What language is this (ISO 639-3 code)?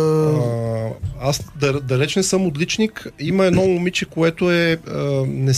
bul